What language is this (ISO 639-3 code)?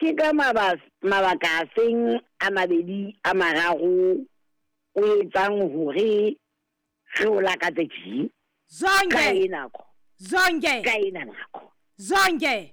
sot